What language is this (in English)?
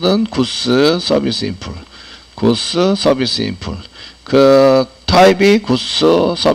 Korean